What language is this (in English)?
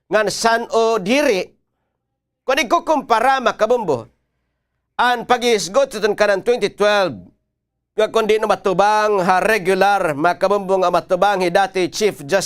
Waray